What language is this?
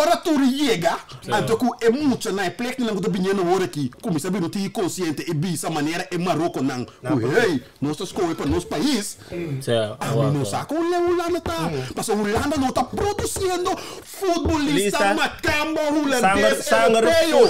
Papiamento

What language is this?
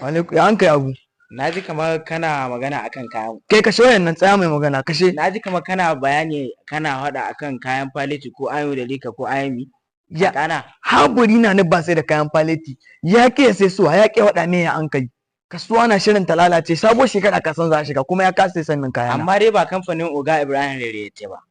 Hausa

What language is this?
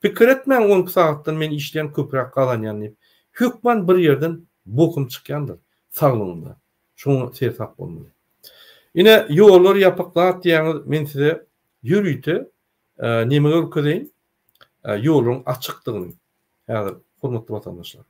Turkmen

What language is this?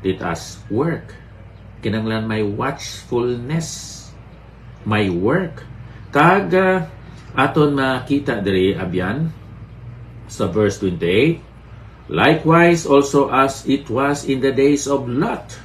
Hiligaynon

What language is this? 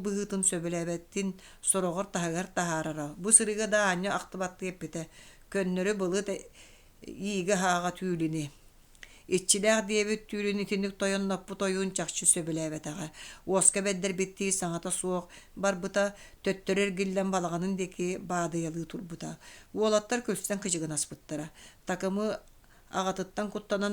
Yakut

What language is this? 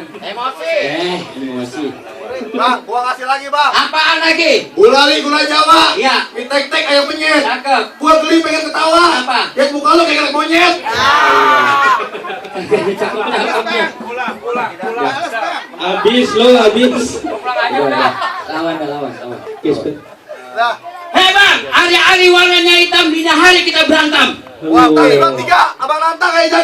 Betawi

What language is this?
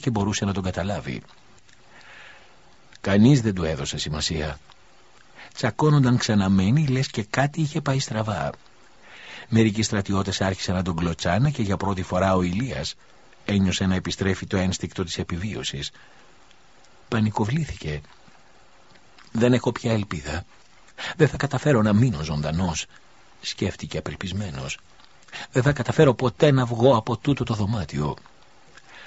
Greek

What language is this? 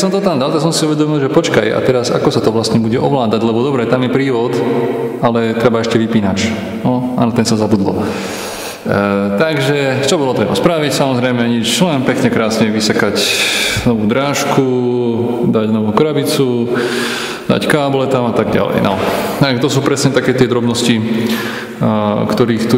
Slovak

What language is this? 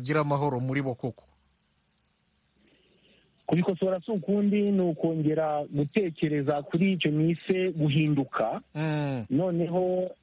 Kinyarwanda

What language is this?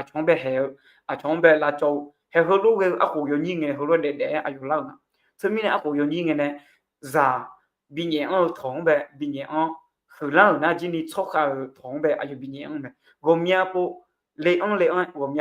Akha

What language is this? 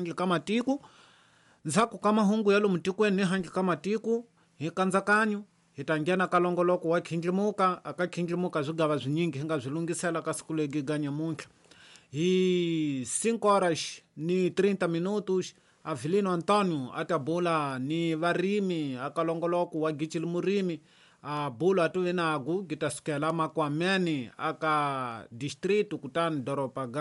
Tsonga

